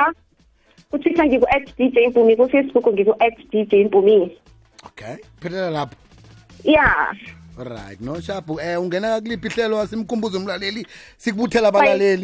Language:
South Ndebele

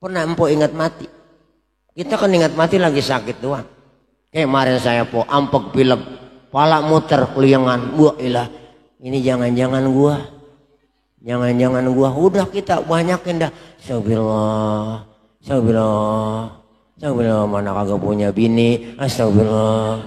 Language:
Betawi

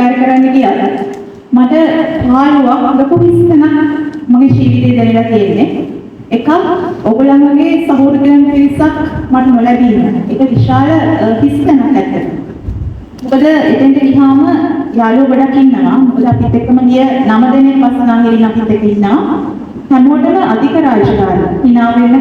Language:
Sinhala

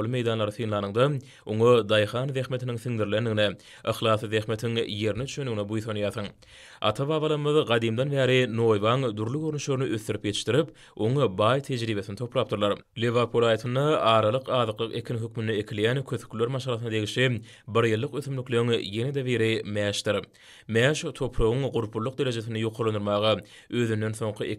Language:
Turkmen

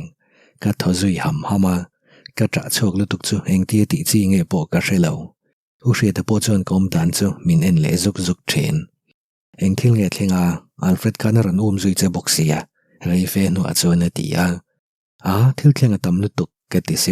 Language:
Mizo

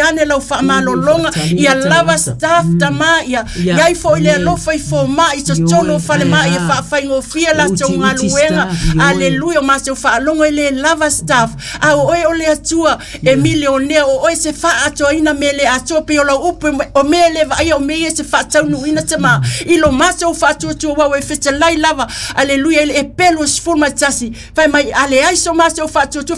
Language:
Samoan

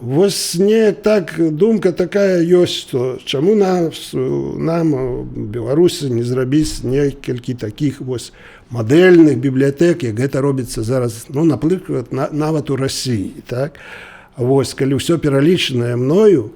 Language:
Belarusian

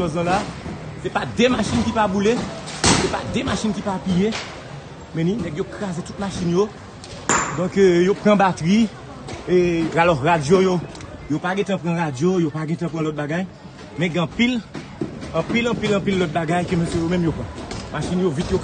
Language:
Haitian Creole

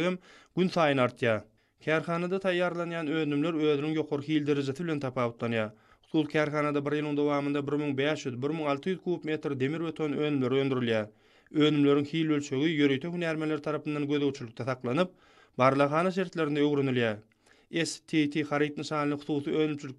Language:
Turkmen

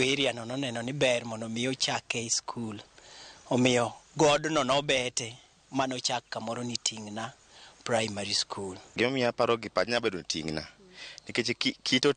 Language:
Luo (Kenya and Tanzania)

